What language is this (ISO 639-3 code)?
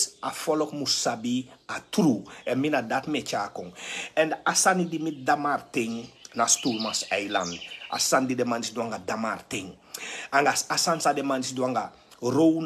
srn